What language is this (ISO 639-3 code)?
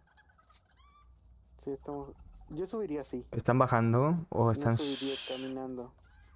spa